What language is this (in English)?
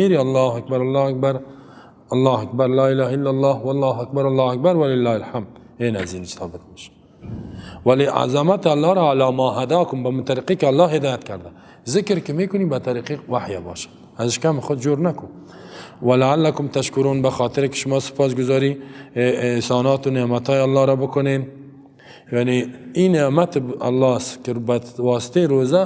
Persian